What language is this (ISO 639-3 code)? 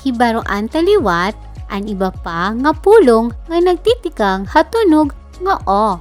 war